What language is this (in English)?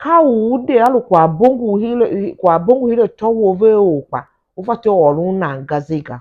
Tiv